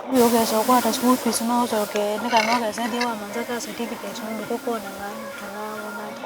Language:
Kamba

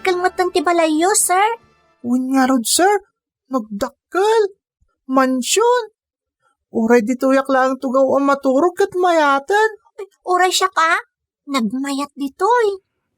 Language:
Iloko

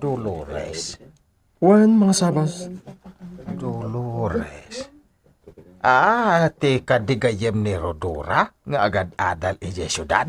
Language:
Iloko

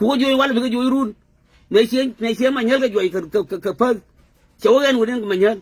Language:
Nuer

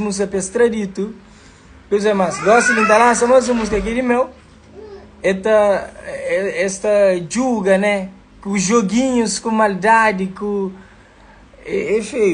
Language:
Kabuverdianu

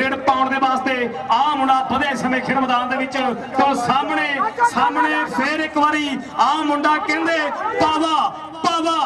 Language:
Punjabi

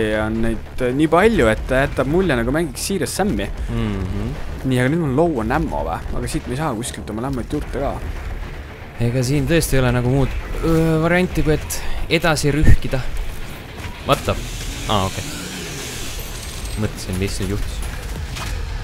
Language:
Estonian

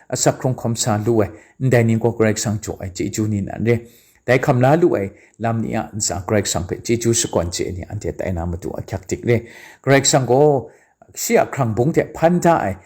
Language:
Kachin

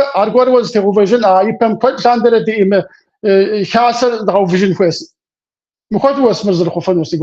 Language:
Kabardian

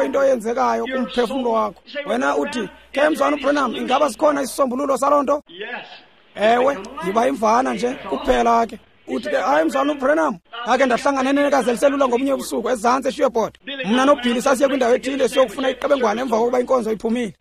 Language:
Xhosa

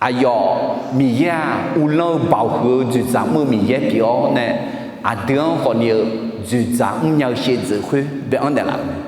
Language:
Akha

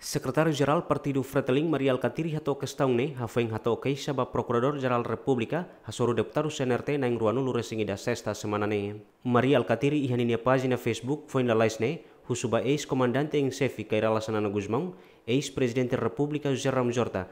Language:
Tetum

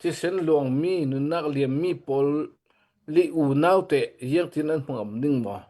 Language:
Hakha Chin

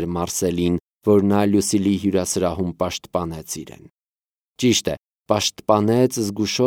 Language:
Armenian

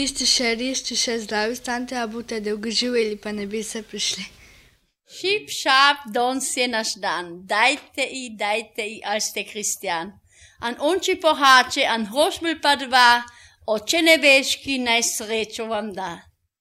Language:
Slovenian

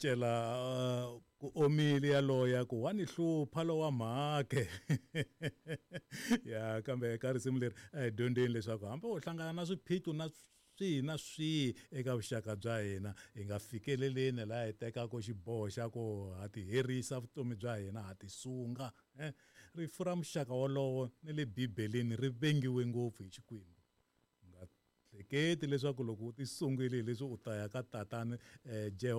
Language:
Tsonga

